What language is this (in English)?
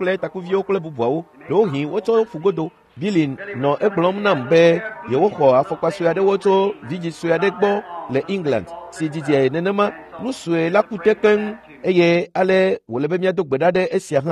Ewe